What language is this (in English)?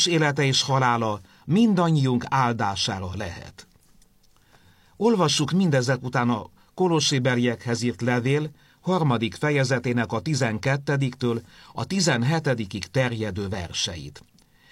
Hungarian